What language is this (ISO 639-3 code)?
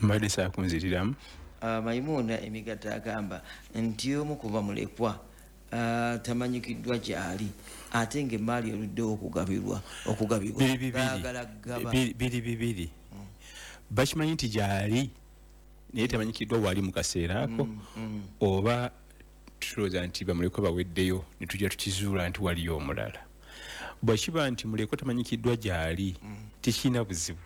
lug